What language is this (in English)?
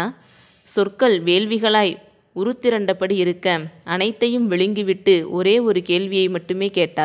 Tamil